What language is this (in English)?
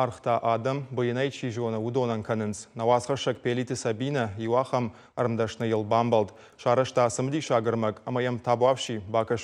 Ossetic